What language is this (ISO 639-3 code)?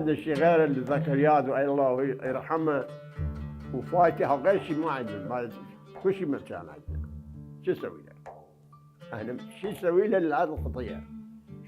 acm